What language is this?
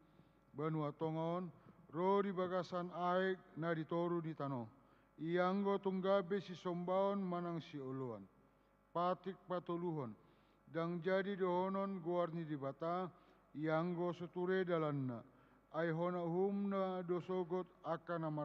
Batak Toba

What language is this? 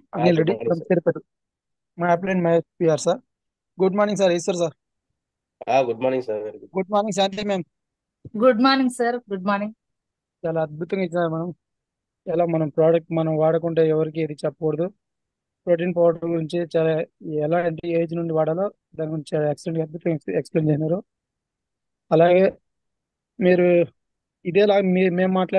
Telugu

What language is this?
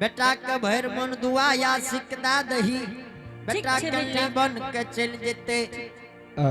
Angika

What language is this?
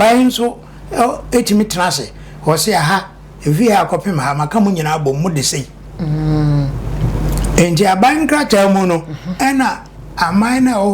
Akan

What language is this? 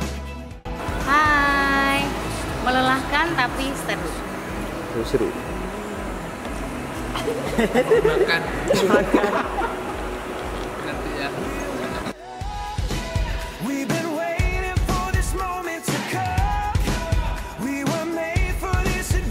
Indonesian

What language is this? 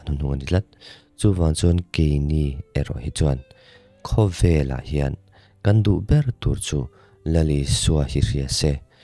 Mizo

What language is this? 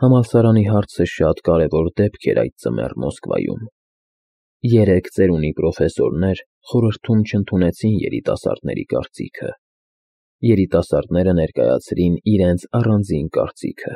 Armenian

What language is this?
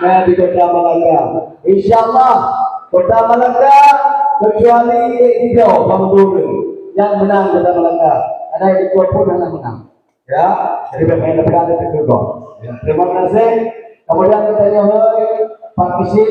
Achinese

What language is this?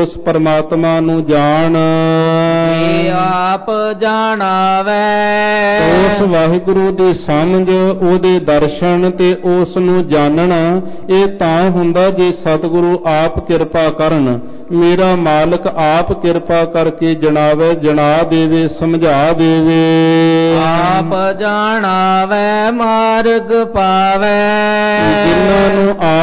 Punjabi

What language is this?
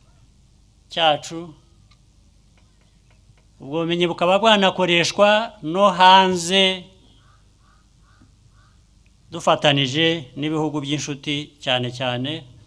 Kinyarwanda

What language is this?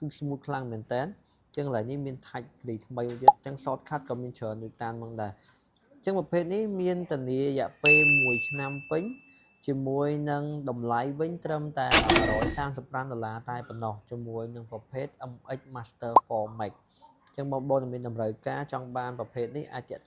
Khmer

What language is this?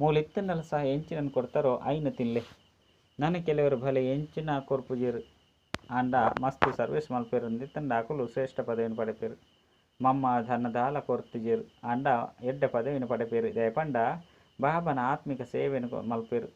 Tulu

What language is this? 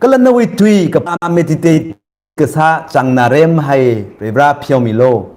Tangkhul Naga (India)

